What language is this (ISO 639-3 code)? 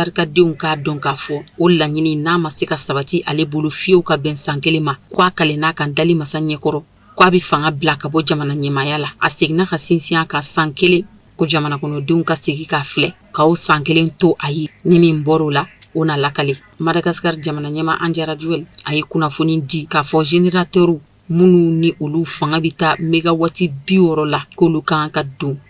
bam